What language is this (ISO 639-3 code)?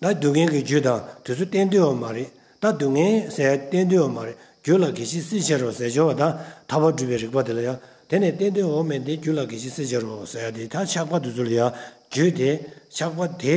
bod